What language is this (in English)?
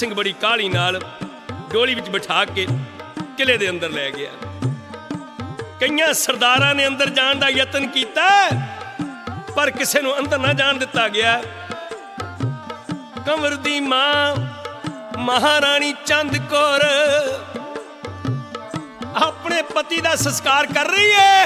Punjabi